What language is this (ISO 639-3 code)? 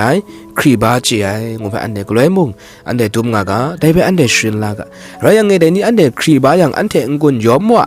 kac